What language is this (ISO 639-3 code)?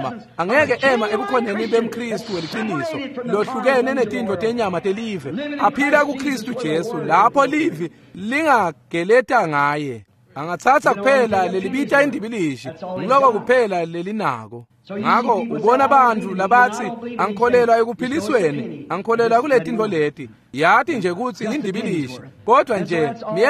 ssw